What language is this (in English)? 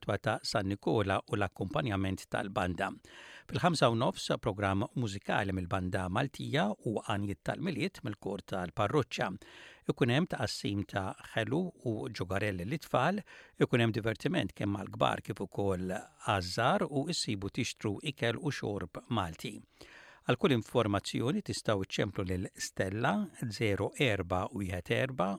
Maltese